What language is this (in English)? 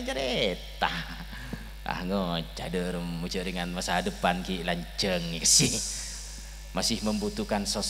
Madurese